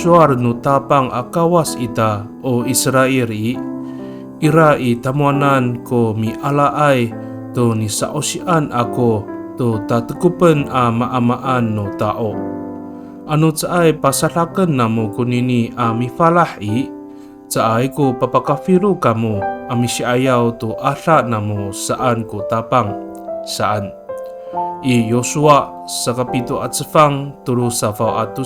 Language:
Amis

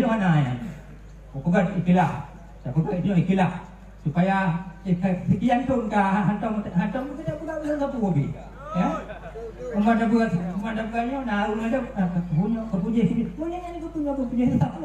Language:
Achinese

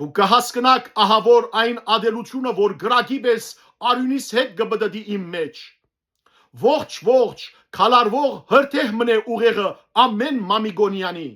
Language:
Western Armenian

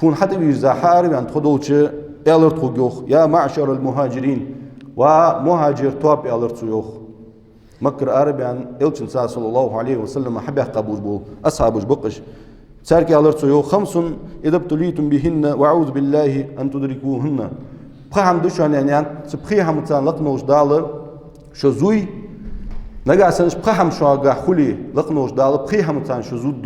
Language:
Ingush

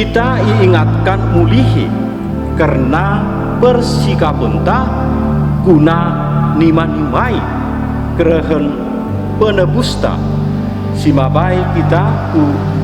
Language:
Batak Karo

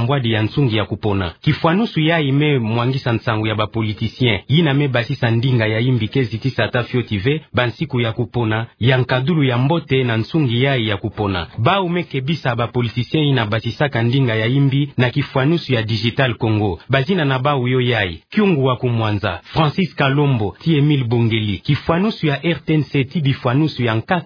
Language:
Kituba (Democratic Republic of Congo)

